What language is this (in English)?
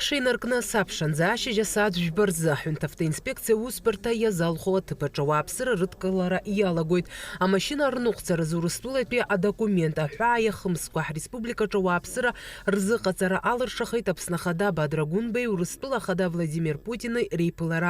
Abkhazian